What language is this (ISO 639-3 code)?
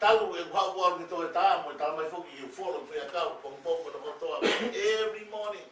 ton